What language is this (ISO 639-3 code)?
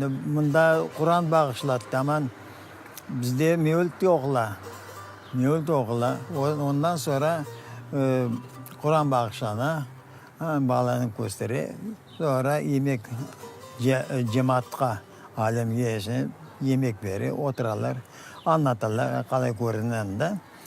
crh